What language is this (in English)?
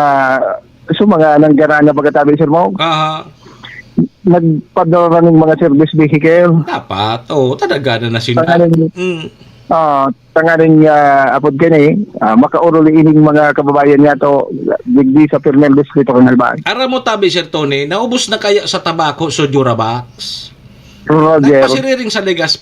Bikol